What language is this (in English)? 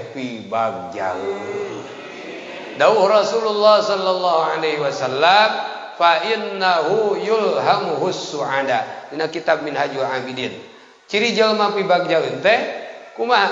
Sundanese